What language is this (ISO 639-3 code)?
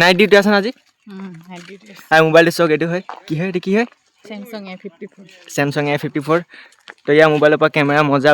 asm